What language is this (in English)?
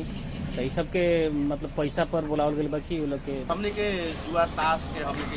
Bhojpuri